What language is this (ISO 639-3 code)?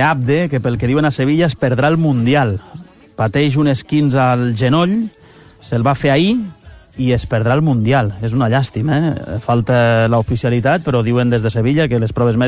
cat